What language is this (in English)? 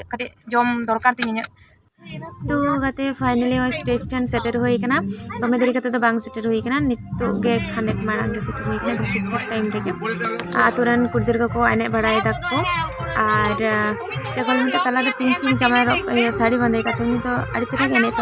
Santali